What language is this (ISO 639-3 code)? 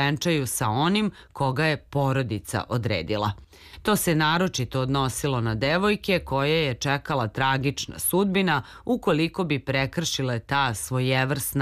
srp